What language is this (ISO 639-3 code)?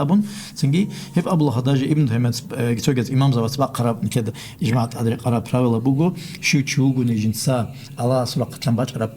ava